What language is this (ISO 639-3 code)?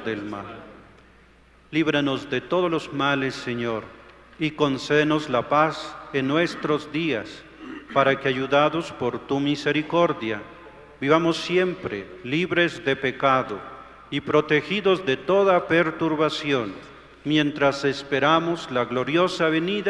spa